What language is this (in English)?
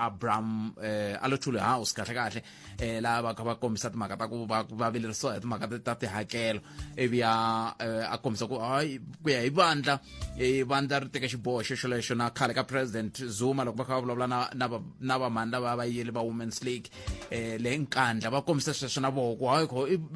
Tsonga